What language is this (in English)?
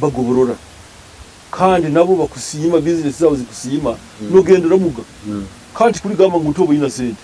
Nyoro